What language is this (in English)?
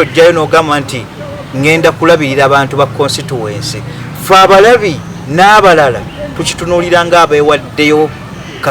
Ganda